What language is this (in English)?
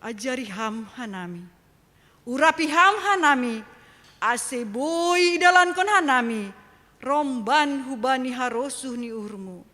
Batak Simalungun